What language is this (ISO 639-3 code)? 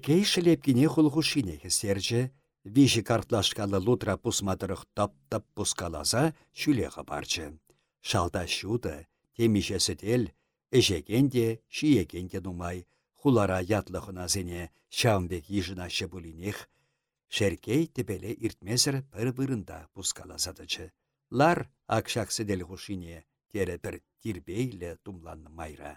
chv